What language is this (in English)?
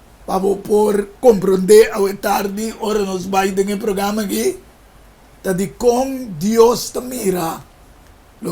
Papiamento